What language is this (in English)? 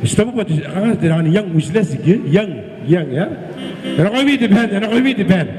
Gilbertese